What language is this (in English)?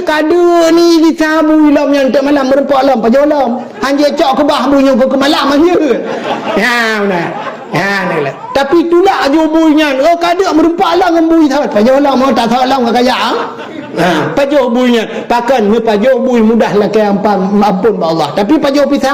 Achinese